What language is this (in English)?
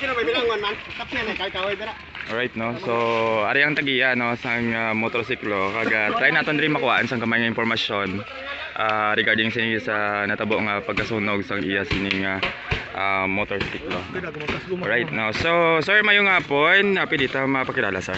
Hiligaynon